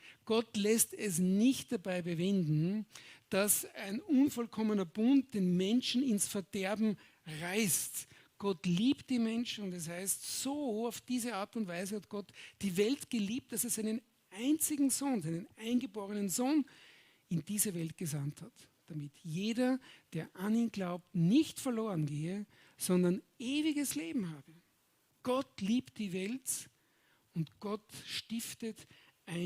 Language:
Swiss German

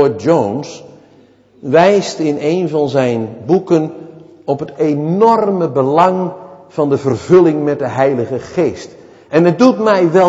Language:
Dutch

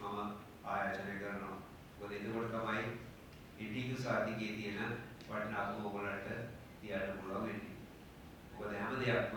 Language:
Sinhala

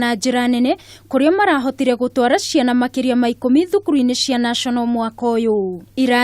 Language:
Kikuyu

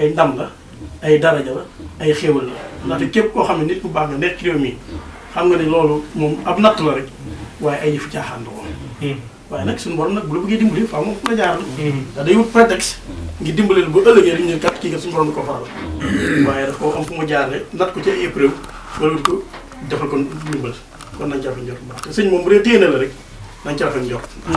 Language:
Wolof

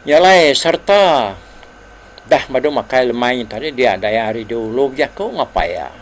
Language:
Iban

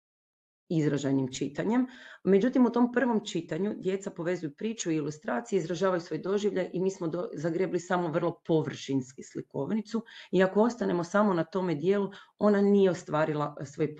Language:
Croatian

